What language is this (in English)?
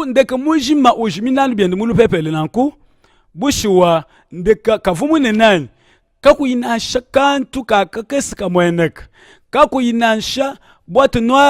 Luba-Lulua